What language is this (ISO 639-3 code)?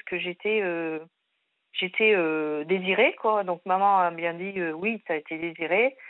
fra